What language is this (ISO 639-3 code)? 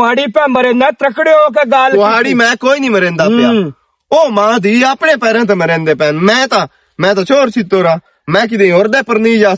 lah